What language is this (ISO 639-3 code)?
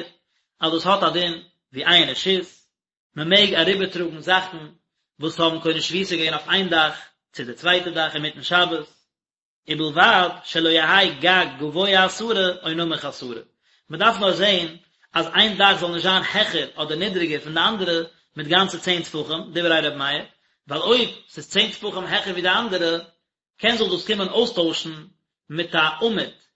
yid